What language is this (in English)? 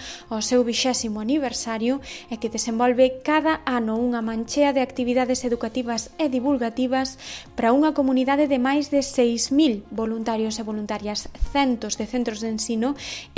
Galician